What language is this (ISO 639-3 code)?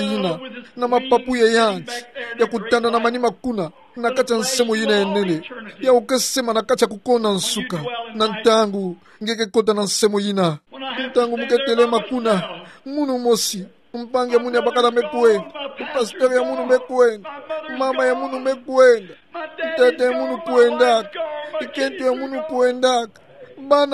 ktu